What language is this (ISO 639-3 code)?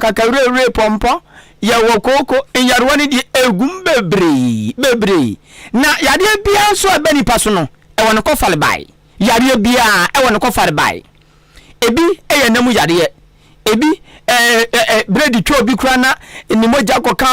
aka